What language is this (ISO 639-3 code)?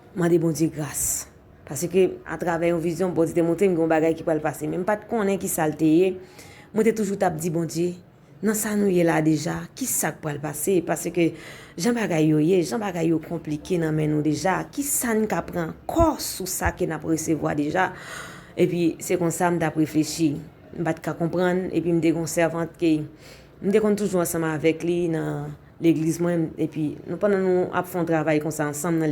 hat